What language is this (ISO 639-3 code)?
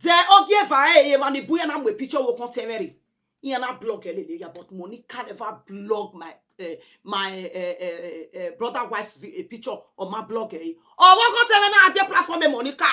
pcm